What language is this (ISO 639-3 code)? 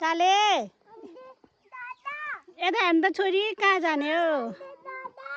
nep